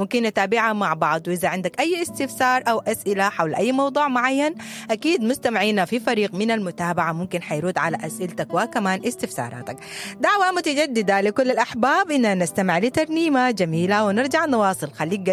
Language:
Sudanese Arabic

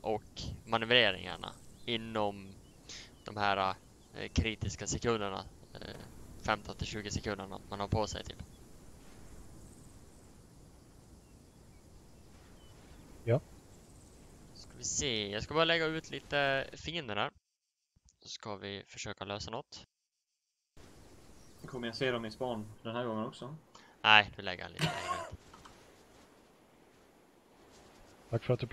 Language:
Swedish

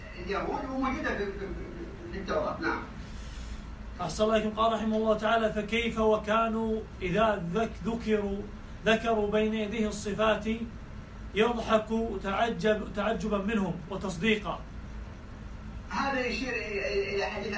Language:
Arabic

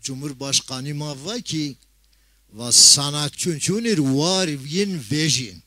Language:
Zaza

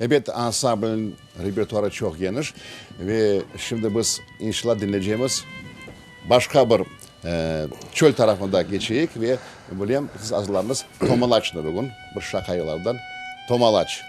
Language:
Crimean Tatar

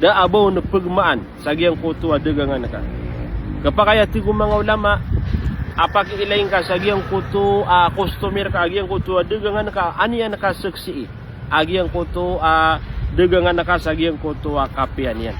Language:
Maranao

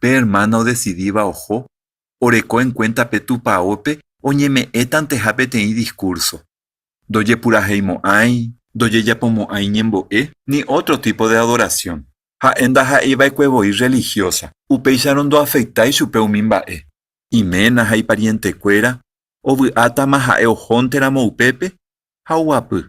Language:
Guarani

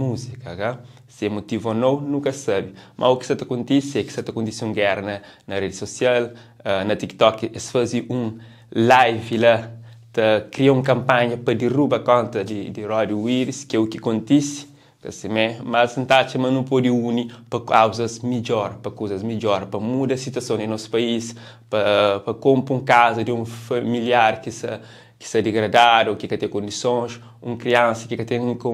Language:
Kabuverdianu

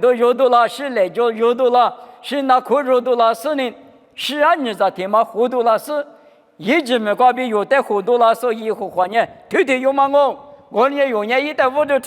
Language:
Lisu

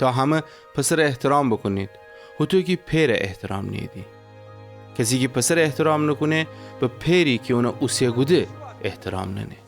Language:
Gilaki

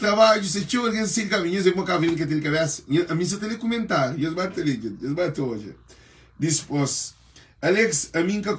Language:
Kabuverdianu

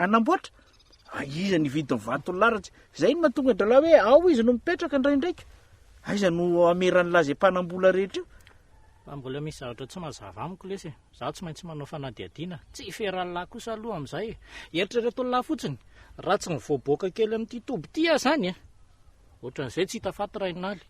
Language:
Malagasy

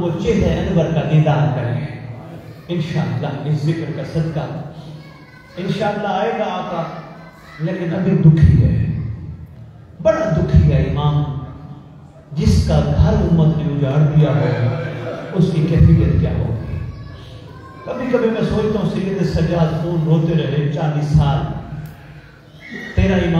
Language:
Urdu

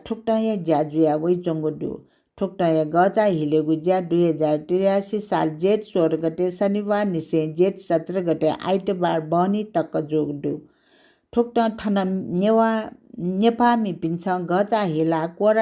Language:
Newari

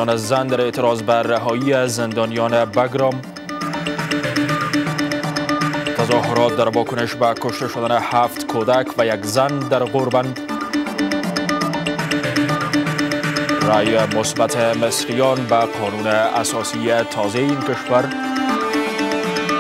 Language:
Persian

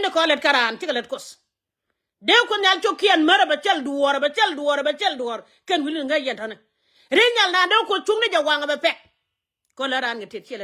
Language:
Nuer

